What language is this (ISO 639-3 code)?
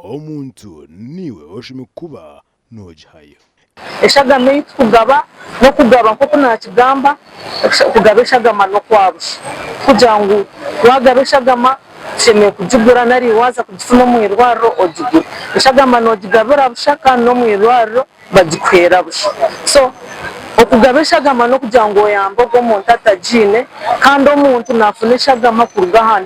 nyn